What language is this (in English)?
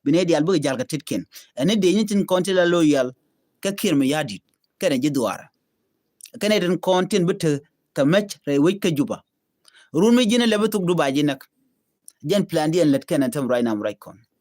Nuer